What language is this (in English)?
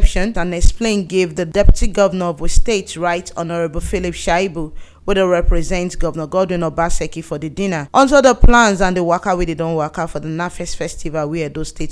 Nigerian Pidgin